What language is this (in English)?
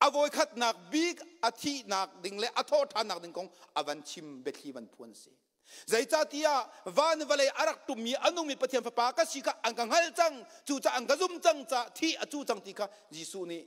Hakha Chin